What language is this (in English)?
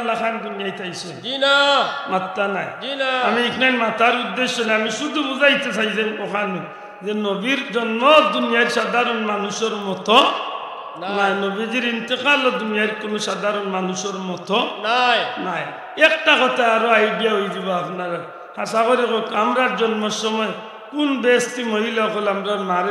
Sylheti